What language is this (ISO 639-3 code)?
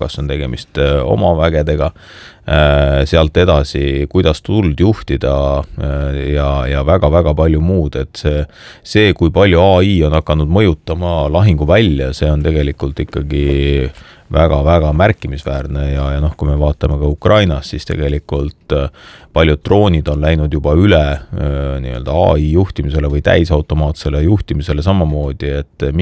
est